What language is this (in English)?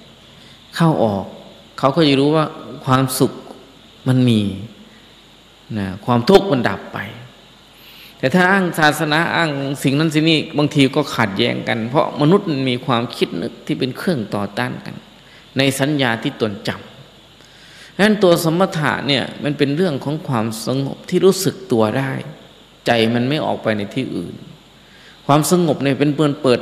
Thai